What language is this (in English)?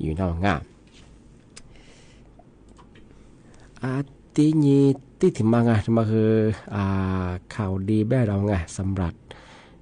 Thai